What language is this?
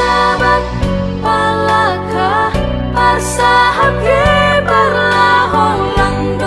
Batak Simalungun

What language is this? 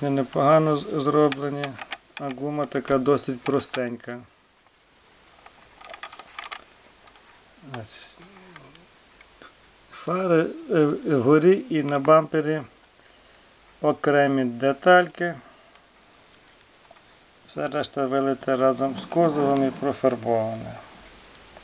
Ukrainian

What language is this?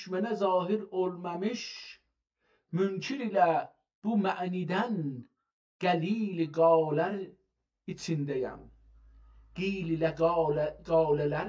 South Azerbaijani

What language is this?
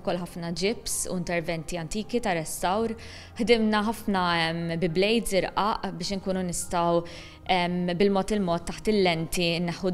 Maltese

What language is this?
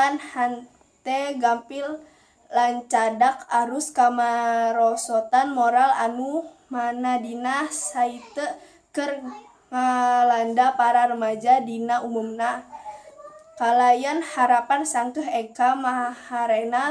Sundanese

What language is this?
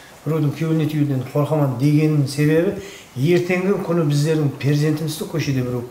Kara-Kalpak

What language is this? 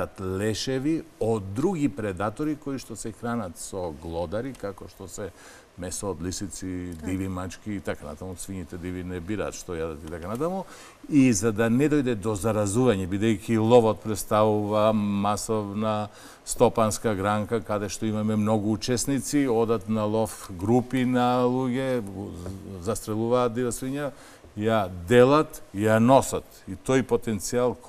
Macedonian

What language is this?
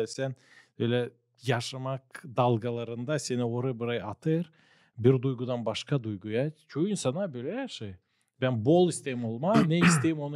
Gagauz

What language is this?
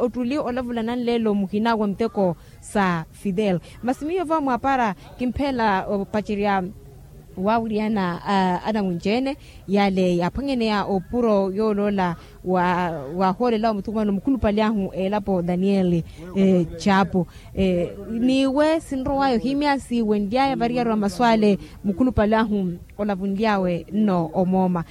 Makhuwa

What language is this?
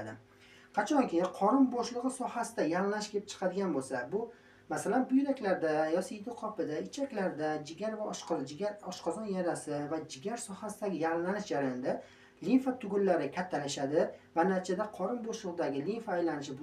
Uzbek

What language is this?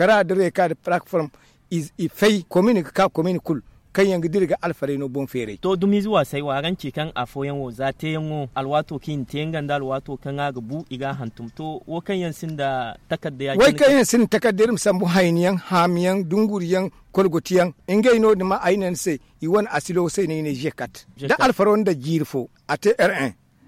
Zarma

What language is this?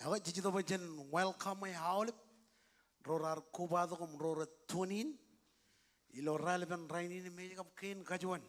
Marshallese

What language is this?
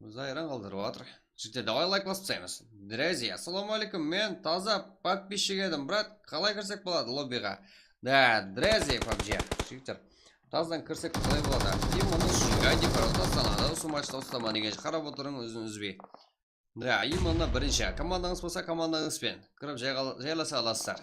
Kara-Kalpak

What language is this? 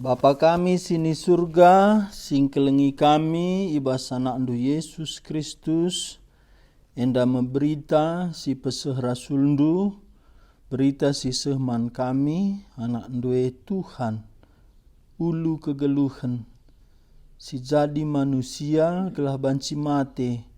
Batak Karo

